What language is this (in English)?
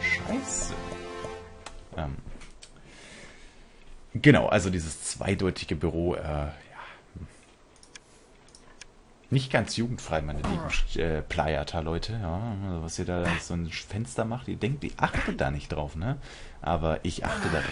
German